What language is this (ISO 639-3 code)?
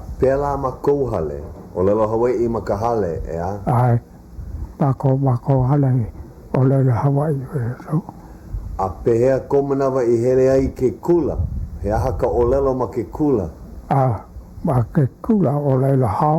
haw